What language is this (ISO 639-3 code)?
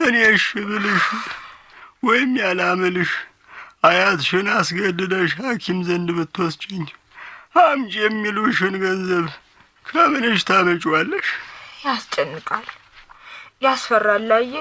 amh